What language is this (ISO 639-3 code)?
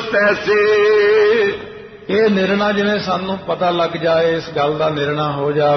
pan